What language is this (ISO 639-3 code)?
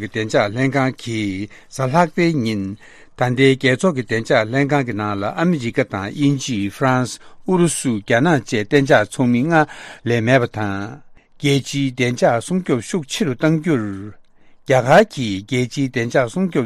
bod